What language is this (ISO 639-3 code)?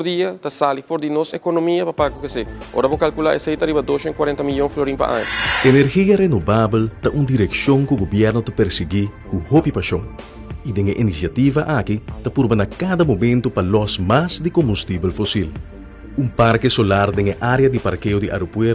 pap